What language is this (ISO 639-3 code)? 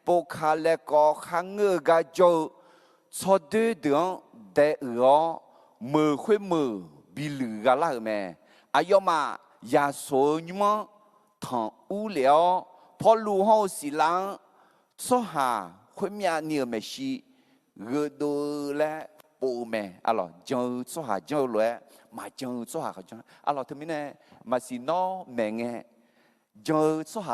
ahk